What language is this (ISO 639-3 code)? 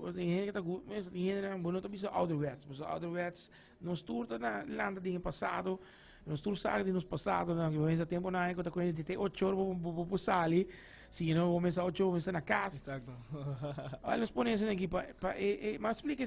pap